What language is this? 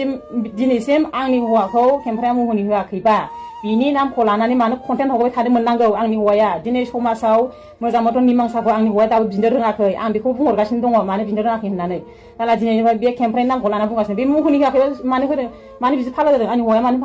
Bodo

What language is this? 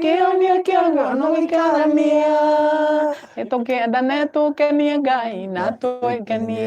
Kikuyu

